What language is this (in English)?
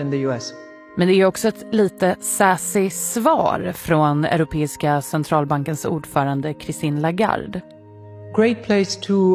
Swedish